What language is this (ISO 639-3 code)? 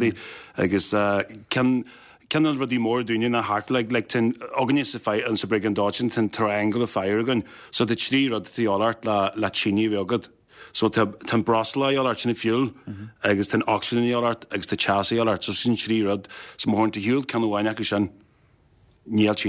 gle